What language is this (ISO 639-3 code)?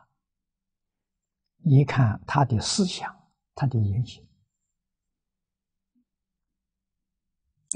zho